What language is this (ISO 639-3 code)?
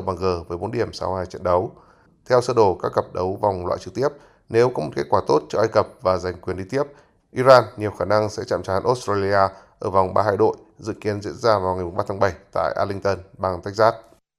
vie